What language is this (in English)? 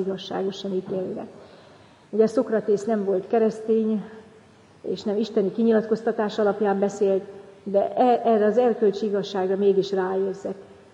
Hungarian